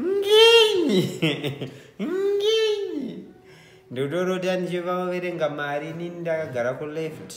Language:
Shona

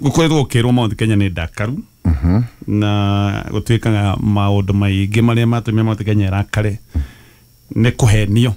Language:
Kikuyu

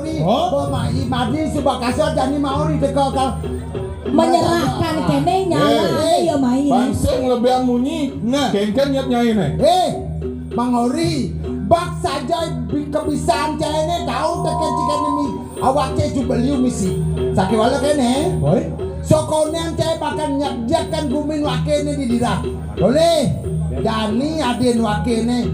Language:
Balinese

